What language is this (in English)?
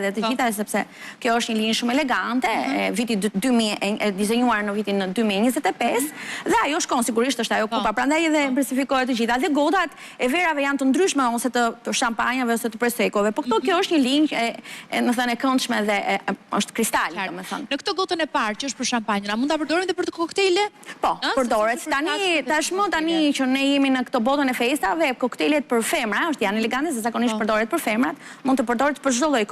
Albanian